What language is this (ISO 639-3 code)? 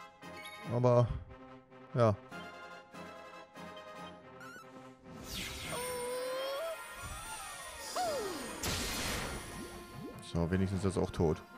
deu